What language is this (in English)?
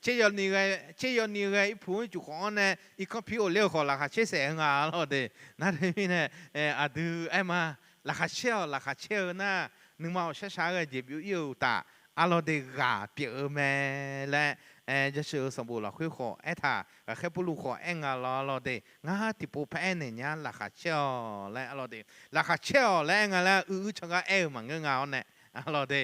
Akha